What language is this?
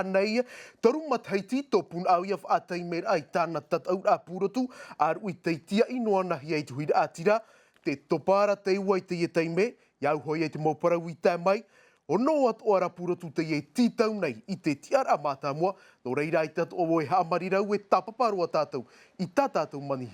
Tahitian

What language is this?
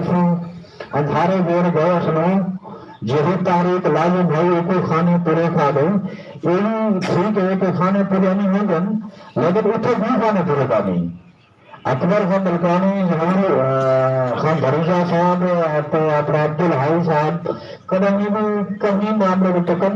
Saraiki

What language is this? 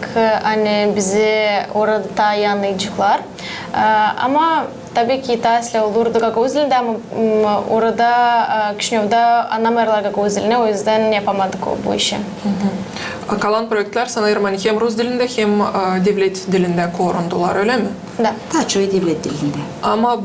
Gagauz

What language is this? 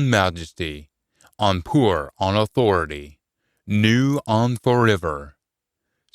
Scots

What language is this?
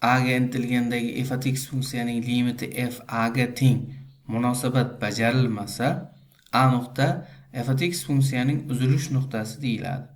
Uzbek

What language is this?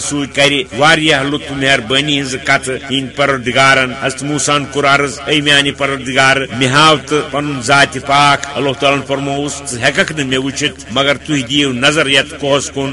Kashmiri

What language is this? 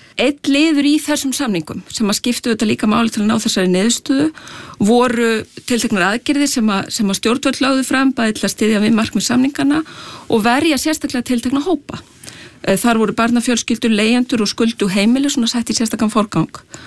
Icelandic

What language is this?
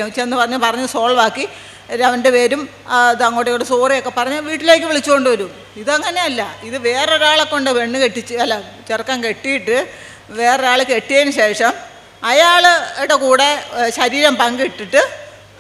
Malayalam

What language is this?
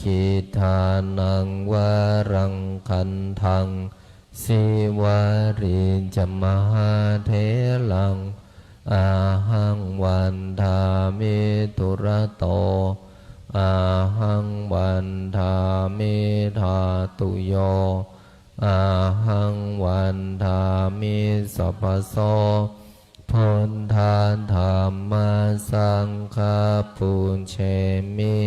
Pali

